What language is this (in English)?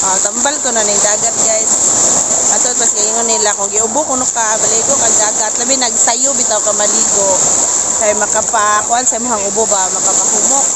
Cebuano